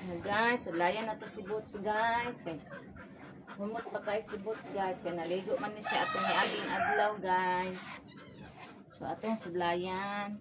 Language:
Cebuano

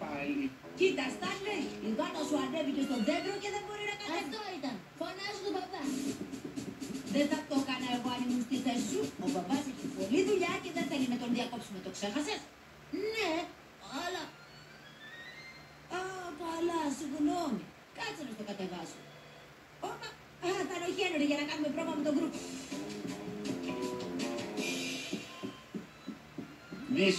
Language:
Greek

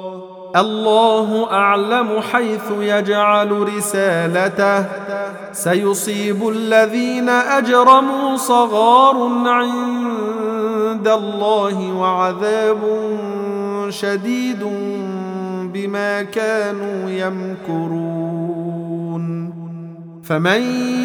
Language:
Arabic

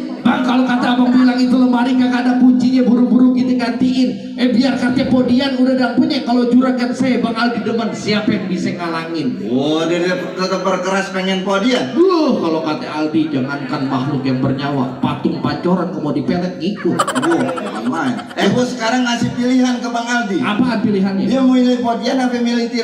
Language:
Betawi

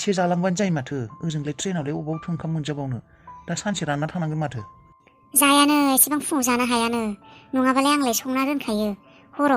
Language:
Bodo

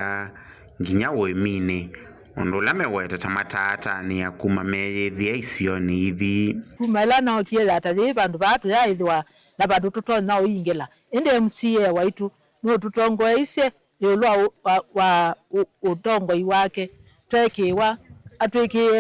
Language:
Kamba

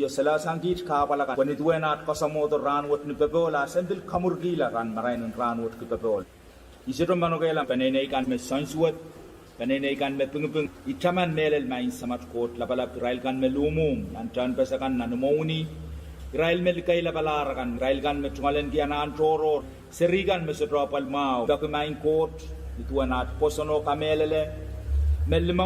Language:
Pohnpeian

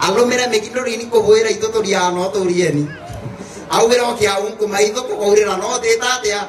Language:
Meru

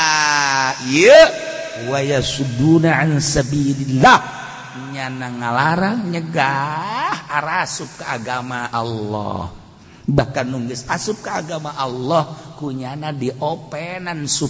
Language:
Sundanese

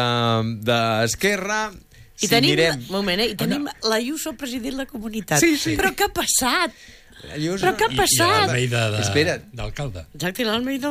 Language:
Catalan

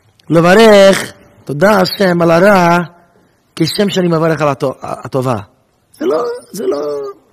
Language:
Hebrew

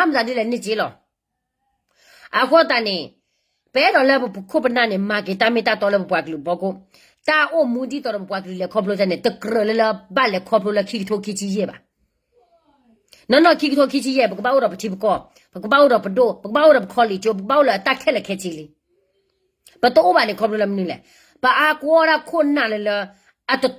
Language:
S'gaw Karen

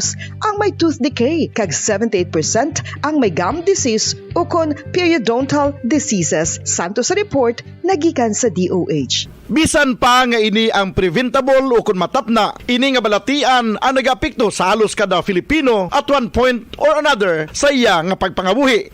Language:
Hiligaynon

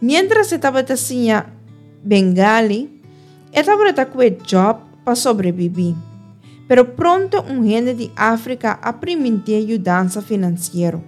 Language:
Papiamento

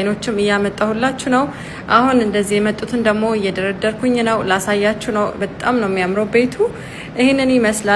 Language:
Amharic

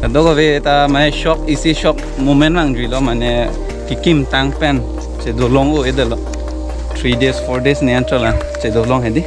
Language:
Karbi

